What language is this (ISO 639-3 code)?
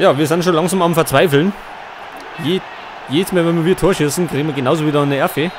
bar